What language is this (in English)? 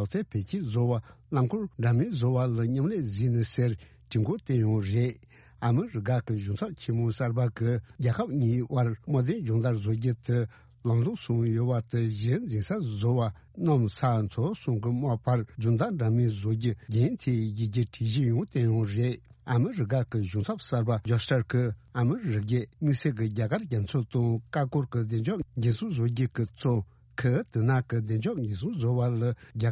Tibetan